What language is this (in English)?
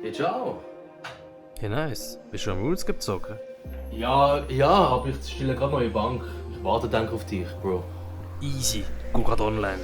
Swiss German